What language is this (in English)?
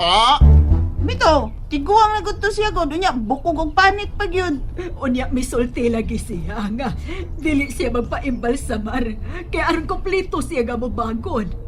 Cebuano